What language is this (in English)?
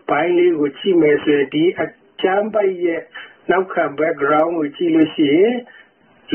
Burmese